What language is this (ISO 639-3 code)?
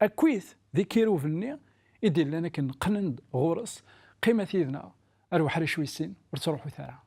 kab